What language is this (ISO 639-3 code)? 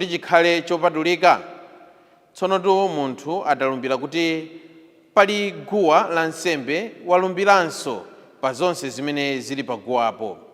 nya